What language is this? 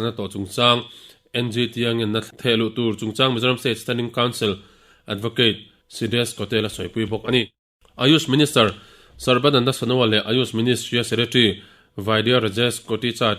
Mizo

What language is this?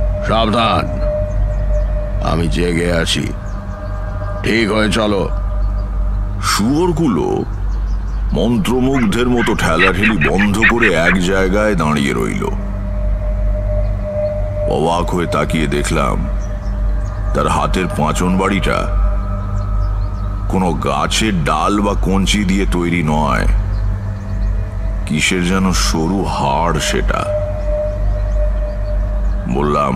Bangla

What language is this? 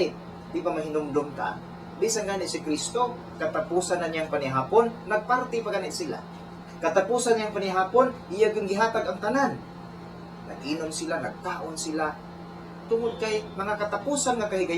Cebuano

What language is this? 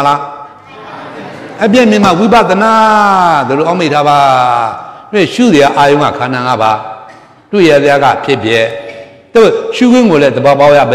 Burmese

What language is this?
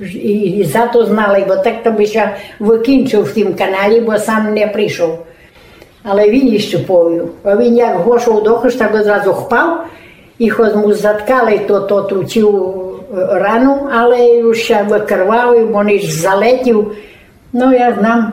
Rusyn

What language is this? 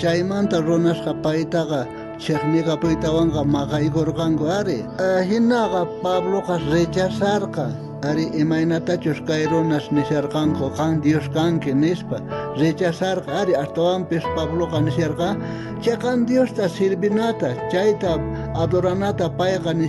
South Bolivian Quechua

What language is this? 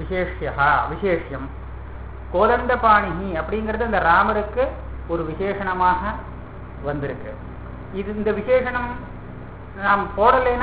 Tamil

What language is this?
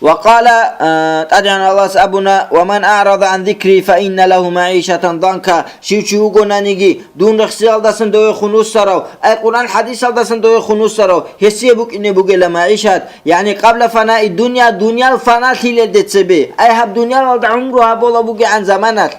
Avaric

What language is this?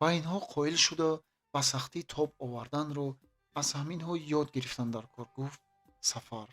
Tajik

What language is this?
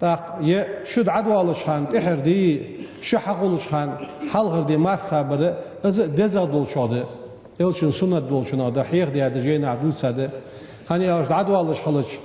Ingush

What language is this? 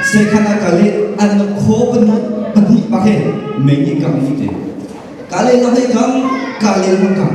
Hakha Chin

